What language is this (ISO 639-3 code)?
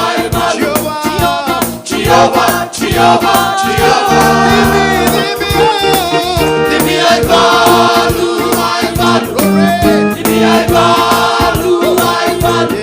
fij